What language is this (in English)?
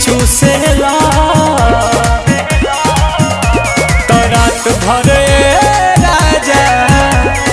Bhojpuri